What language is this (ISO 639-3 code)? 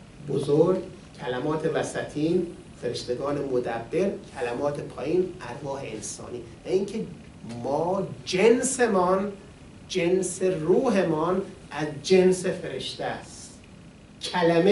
fas